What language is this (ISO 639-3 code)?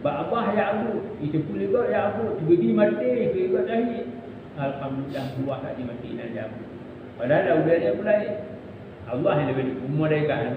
ace